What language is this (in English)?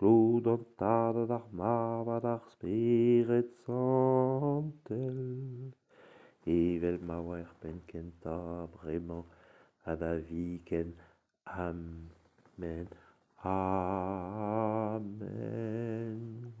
Breton